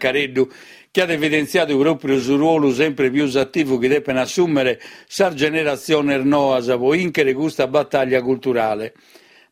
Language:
Sardinian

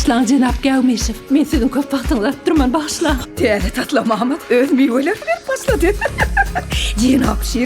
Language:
Turkmen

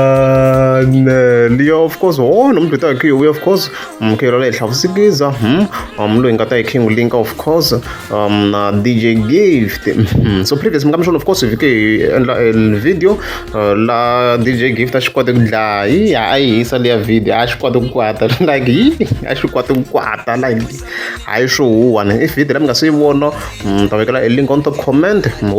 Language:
Tsonga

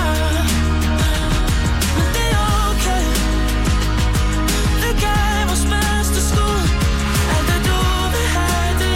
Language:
Danish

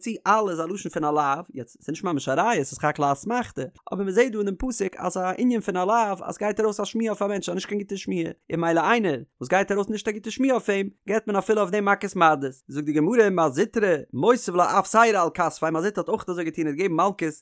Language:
Yiddish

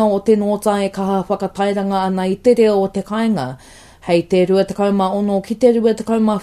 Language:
Māori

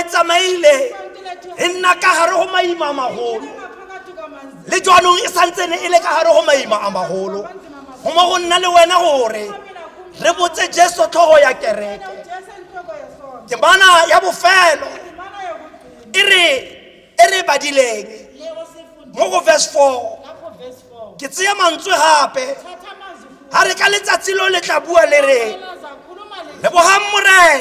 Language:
Tswana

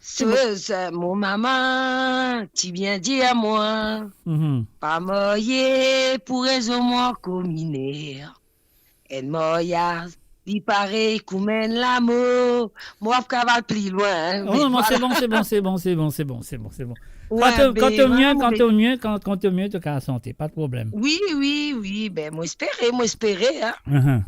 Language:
Morisyen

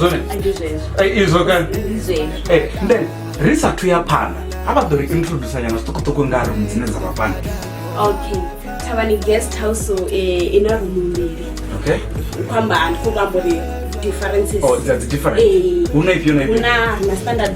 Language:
Venda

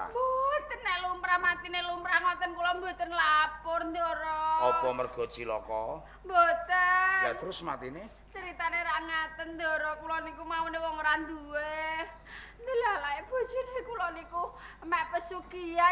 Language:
Javanese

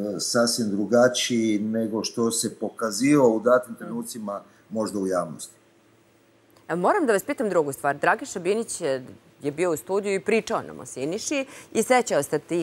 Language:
Serbian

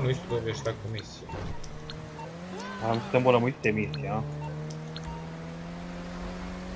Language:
Croatian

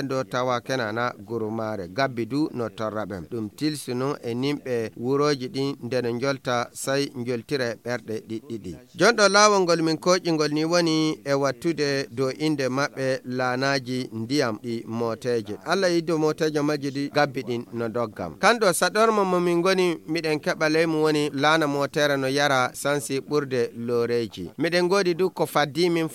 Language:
Fula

